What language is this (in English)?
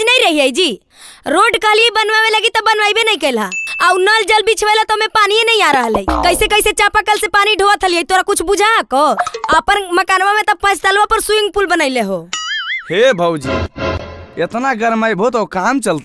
Magahi